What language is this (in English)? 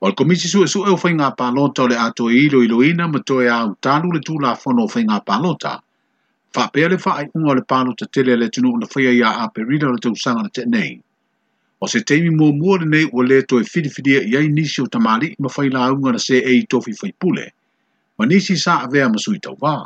Samoan